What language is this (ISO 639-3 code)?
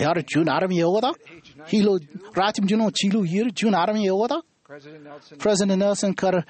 mah